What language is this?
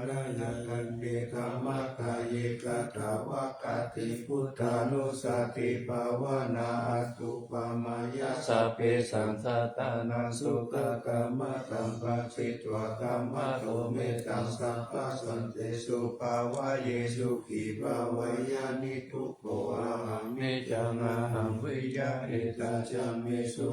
Pali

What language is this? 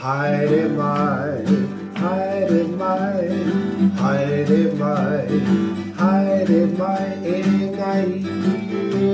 Māori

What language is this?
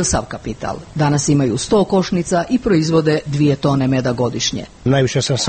Croatian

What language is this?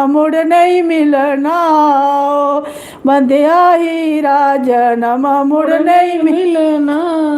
Dogri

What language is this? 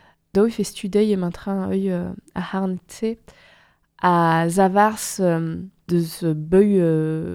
Breton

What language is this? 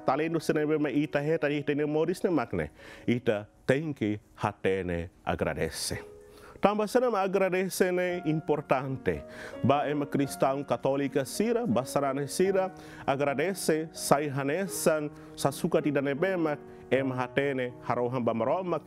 Tetum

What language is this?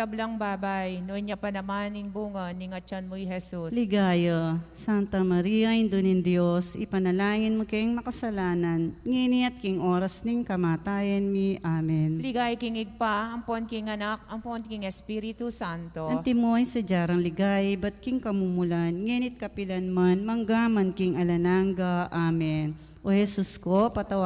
Pampanga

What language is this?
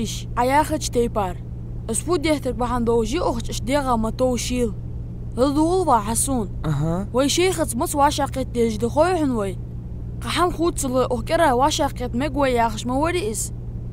Ingush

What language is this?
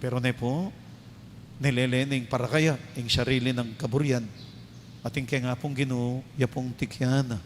Pampanga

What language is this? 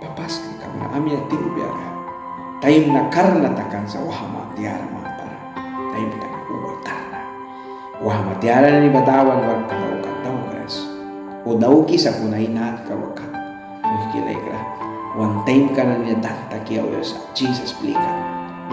Mískito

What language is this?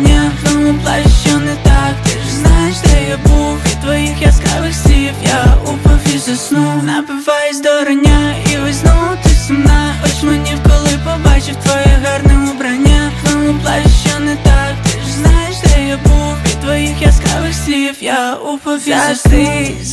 Ukrainian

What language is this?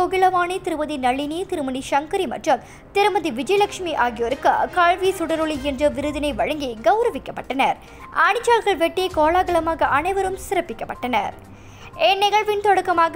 Tamil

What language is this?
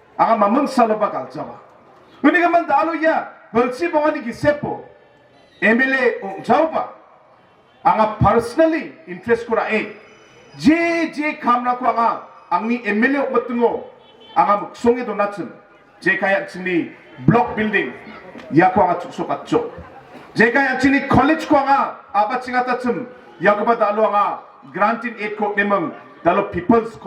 Garo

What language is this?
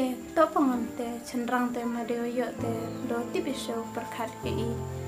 Pnar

